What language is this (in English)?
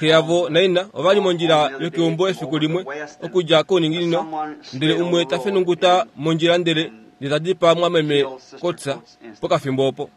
Kuanyama